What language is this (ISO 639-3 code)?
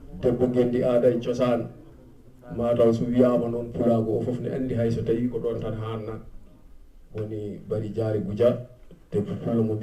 ful